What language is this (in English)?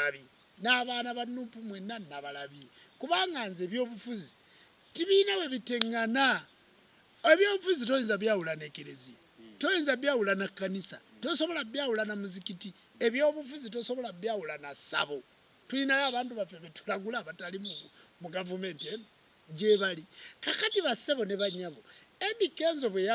Ganda